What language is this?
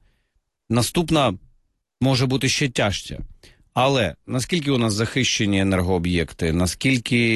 Ukrainian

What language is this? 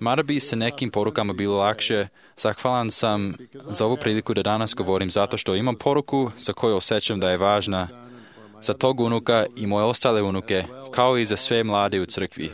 Serbian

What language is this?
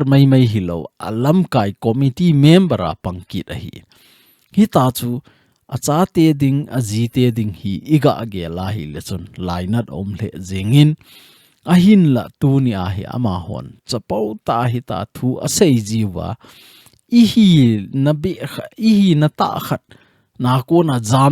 Thado Chin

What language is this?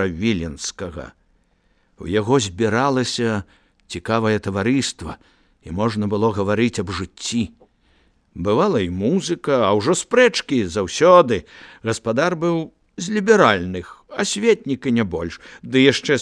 Belarusian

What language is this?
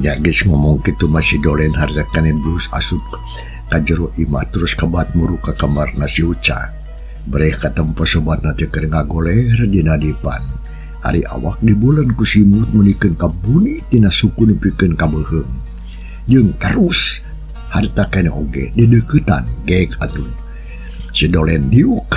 Sundanese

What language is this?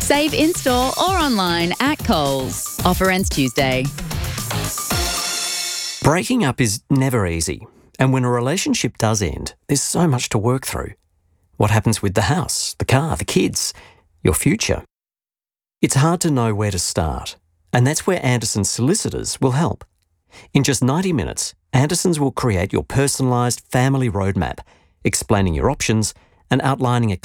English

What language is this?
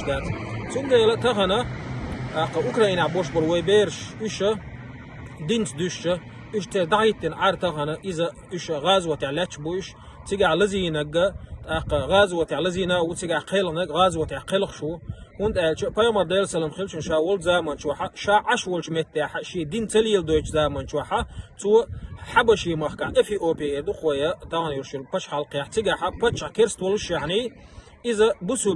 Chechen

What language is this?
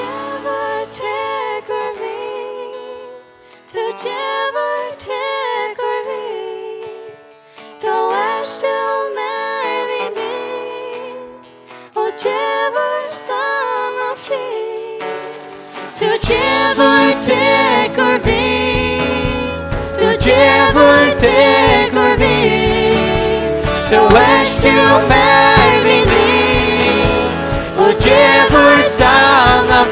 Faroese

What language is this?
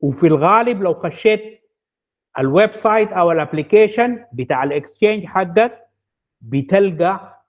Sudanese Arabic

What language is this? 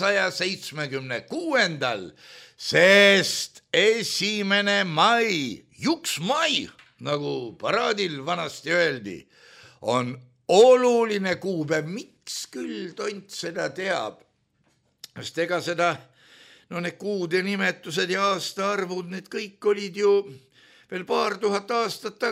Estonian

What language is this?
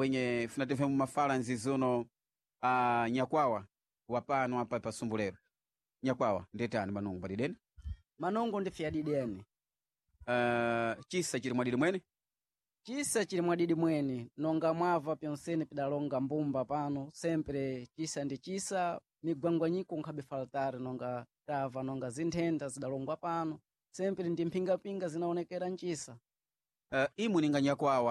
Sena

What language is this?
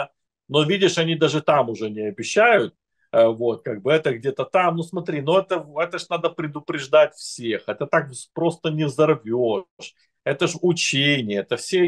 Russian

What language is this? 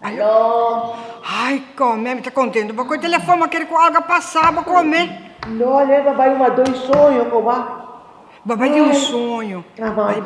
Papiamento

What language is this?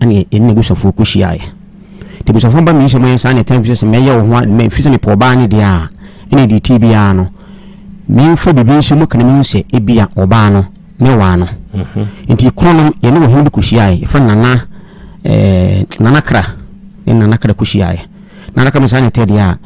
Akan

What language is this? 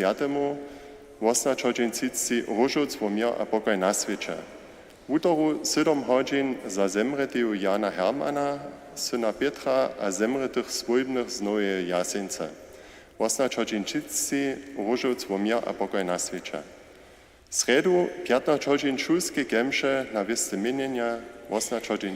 Upper Sorbian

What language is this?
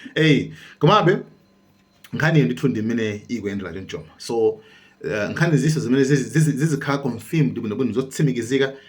Nyanja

